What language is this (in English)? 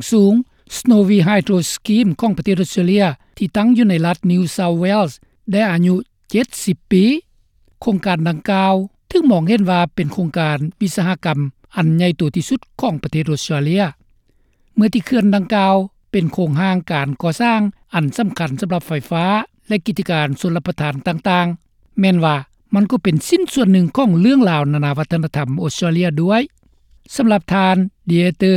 Lao